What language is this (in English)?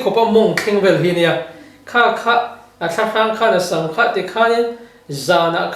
Mizo